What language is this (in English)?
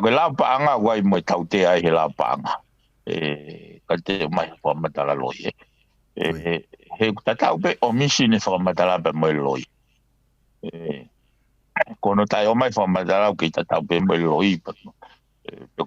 Tongan